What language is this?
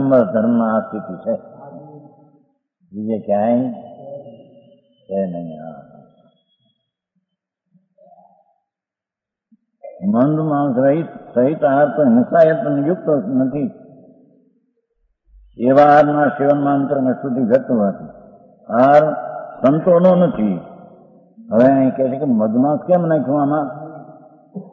Gujarati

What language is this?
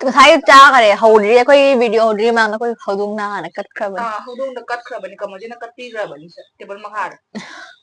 Manipuri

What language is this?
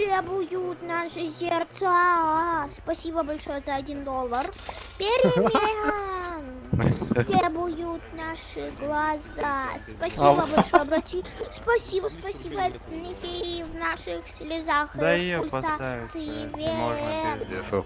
Yakut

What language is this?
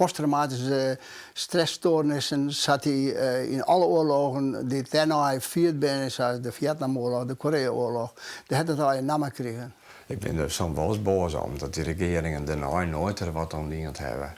Western Frisian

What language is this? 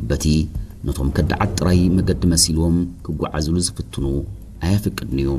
Tigrinya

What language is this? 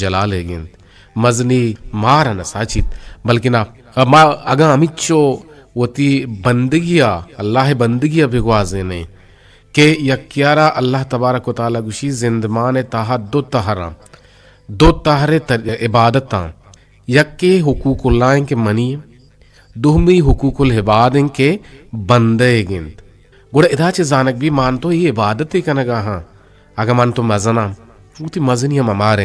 Eastern Balochi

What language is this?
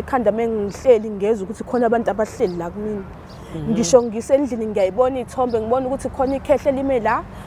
Zulu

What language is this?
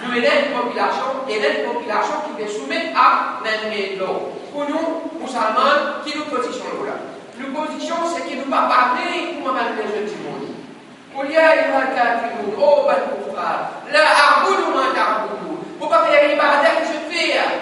Morisyen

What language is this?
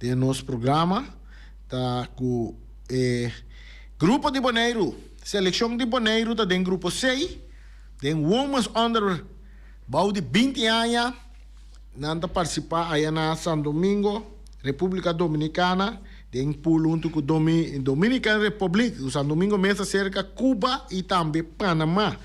Papiamento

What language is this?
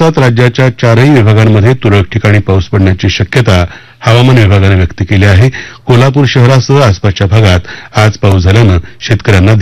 Marathi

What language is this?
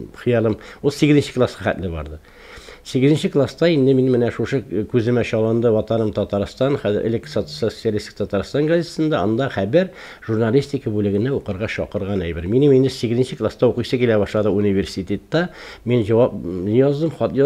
Tatar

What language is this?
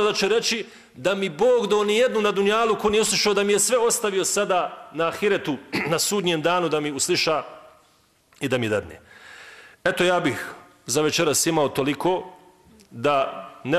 Bosnian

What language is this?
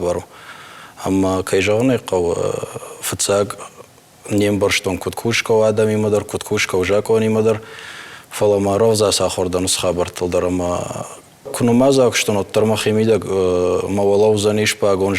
Ossetic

